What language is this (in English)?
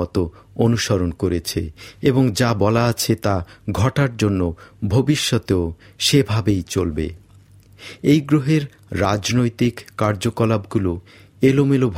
Bangla